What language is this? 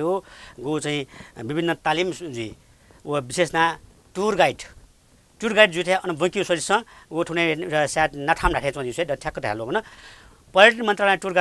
Newari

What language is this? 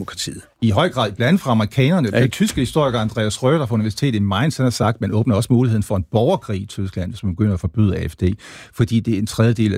Danish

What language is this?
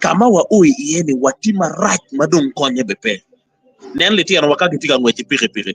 Acoli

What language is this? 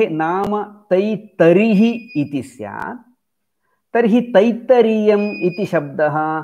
Sanskrit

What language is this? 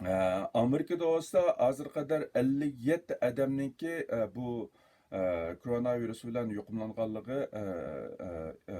Uyghur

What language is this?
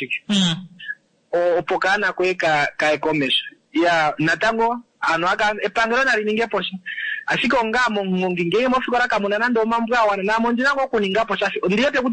Kuanyama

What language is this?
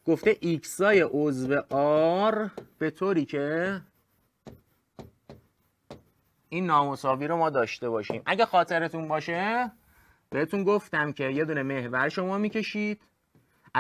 Persian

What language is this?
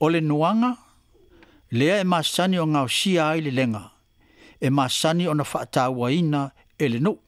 Samoan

